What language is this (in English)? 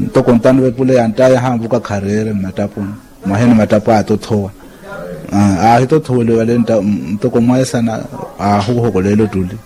Makhuwa